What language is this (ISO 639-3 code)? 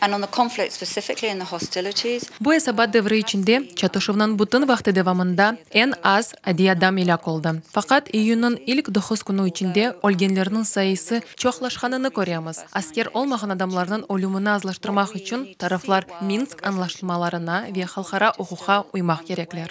crh